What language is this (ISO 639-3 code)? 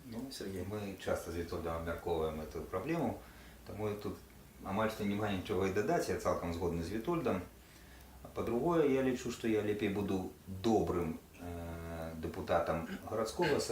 bel